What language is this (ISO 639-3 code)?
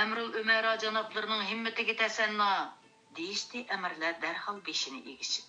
uig